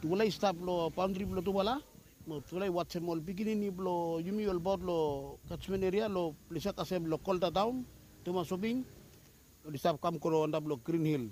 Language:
Bislama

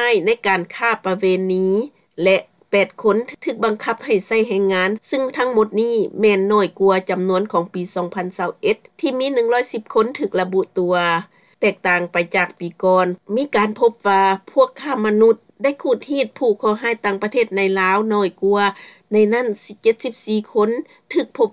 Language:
Lao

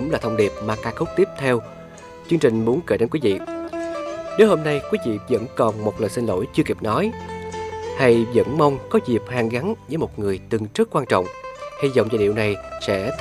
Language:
Vietnamese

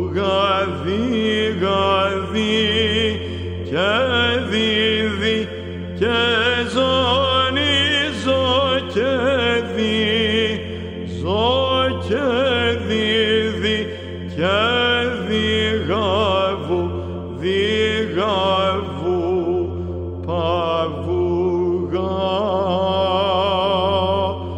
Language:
Greek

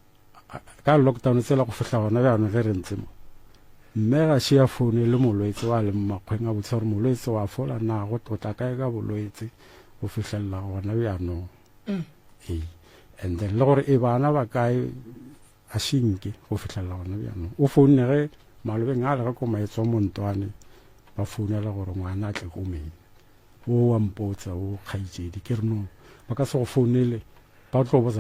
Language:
Northern Sotho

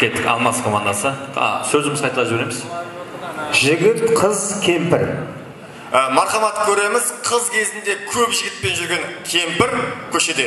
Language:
Kara-Kalpak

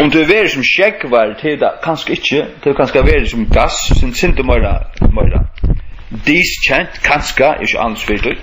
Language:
Faroese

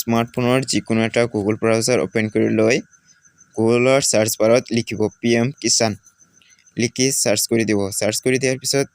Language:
Assamese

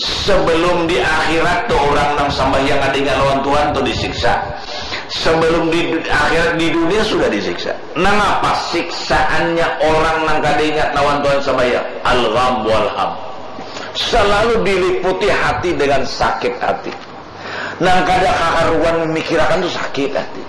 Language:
Banjar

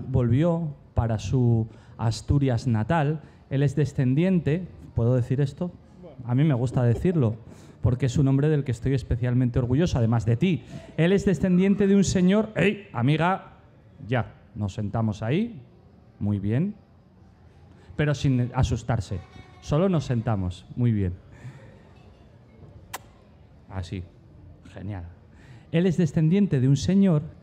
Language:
Spanish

